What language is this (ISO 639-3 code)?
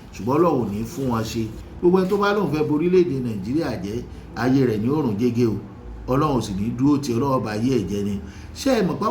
yor